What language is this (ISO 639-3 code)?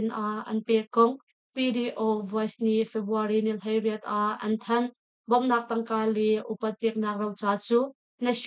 cnh